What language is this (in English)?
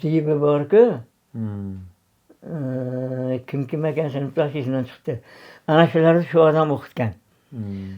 Uzbek